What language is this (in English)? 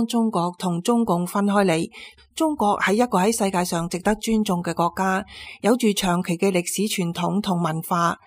Cantonese